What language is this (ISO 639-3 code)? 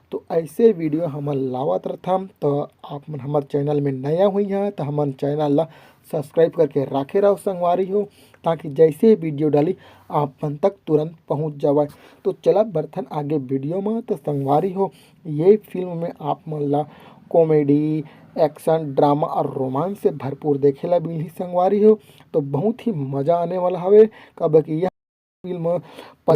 hne